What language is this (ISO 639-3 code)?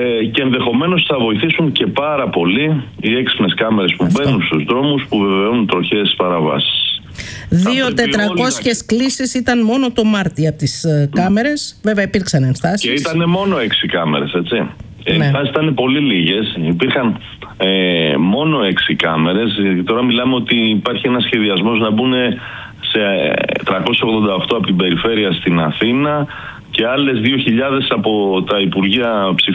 ell